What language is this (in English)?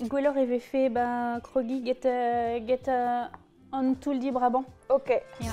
Breton